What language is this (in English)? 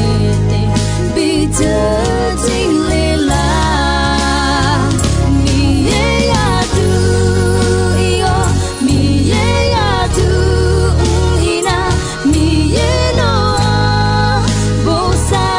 Akha